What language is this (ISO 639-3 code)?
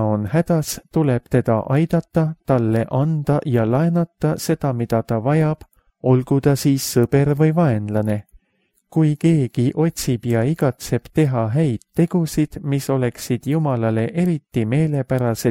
est